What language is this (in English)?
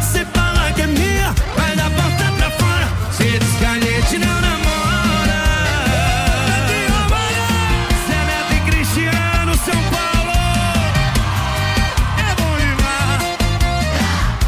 Portuguese